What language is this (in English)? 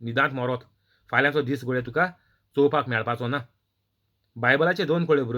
Konkani